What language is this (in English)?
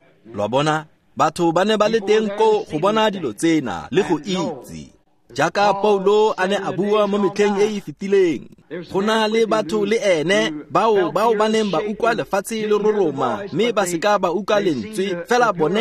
Tswana